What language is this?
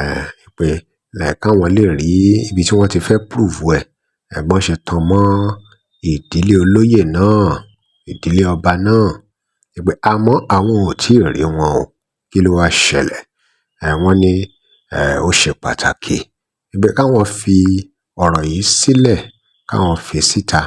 Yoruba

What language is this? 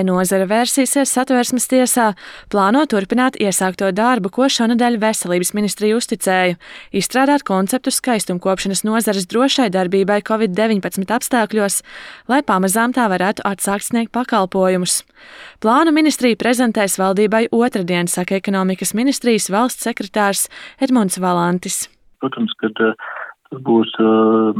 Latvian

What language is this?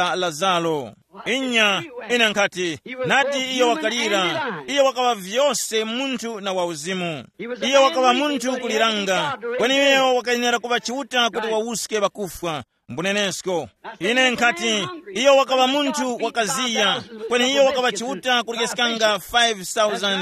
Tumbuka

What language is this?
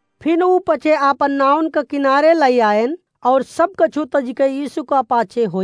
Awadhi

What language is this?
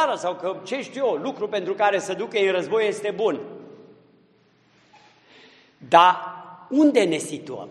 Romanian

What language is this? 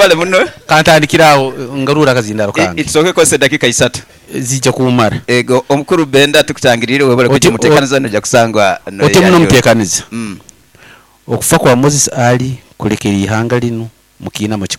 Nyoro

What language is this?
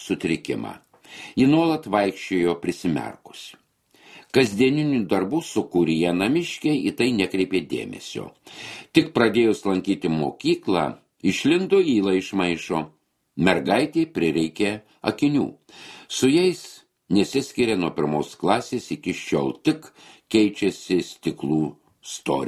Lithuanian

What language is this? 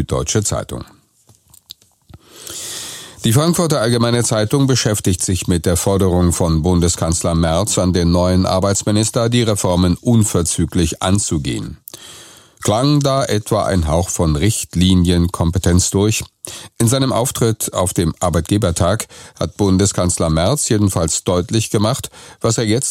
German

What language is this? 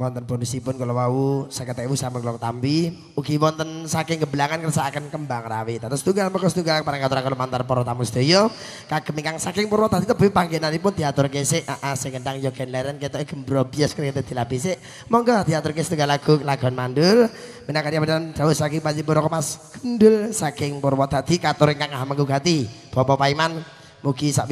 Javanese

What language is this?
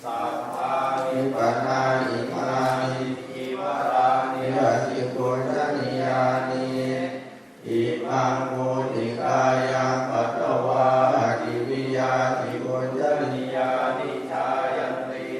Pali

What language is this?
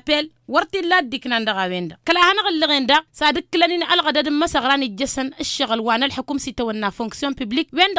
Tamasheq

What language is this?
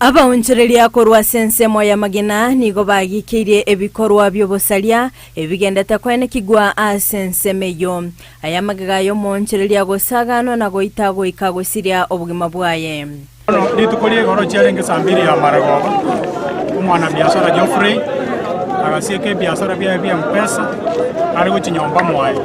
Gusii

